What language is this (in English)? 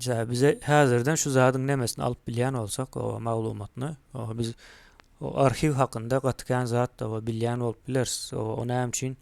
Turkmen